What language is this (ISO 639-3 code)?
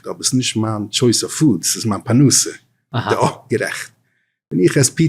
yid